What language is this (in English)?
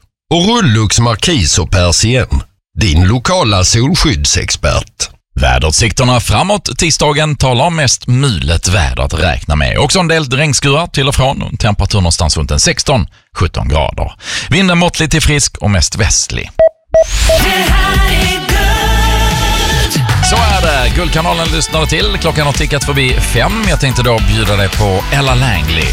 Swedish